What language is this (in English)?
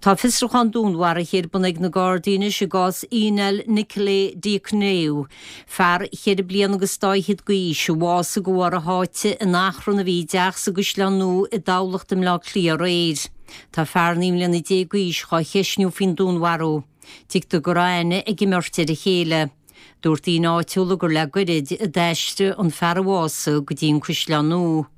Irish